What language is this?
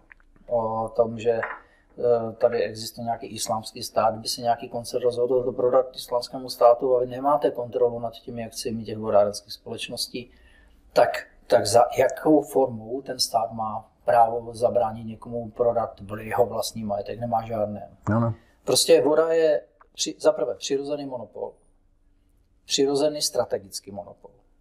Czech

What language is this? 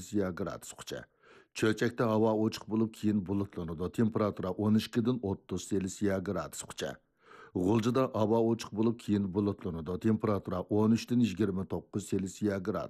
Uyghur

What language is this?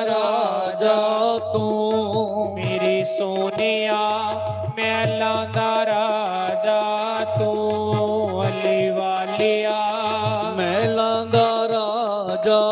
Dogri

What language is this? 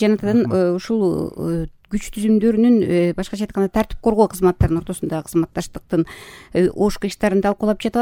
Kyrgyz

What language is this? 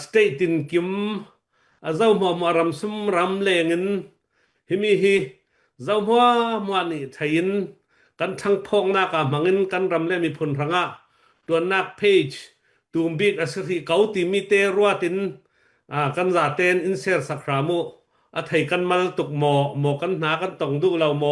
Falam Chin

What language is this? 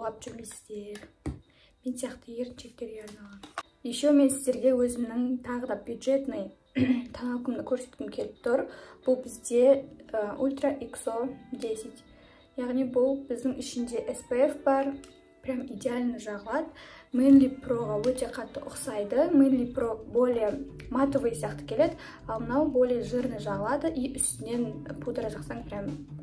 Kazakh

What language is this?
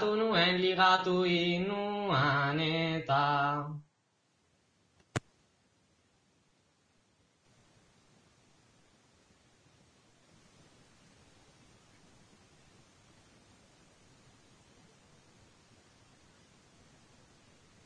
Basque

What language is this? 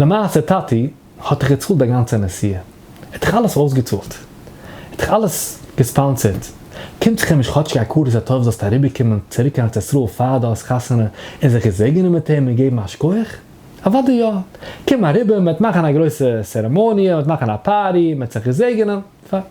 Yiddish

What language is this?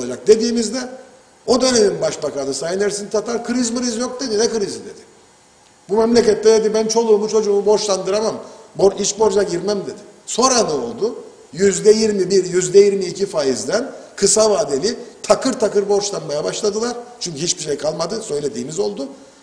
Turkish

